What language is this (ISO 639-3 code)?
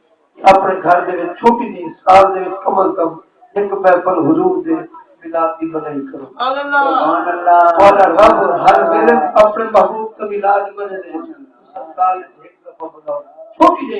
skr